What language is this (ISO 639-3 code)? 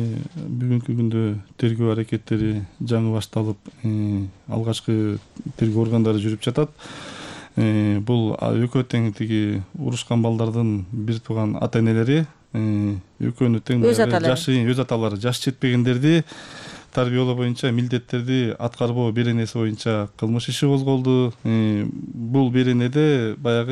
kir